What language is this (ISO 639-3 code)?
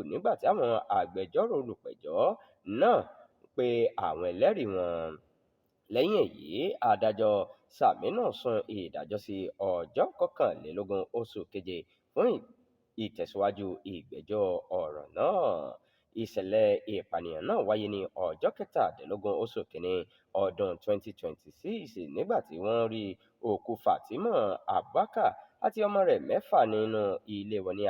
yor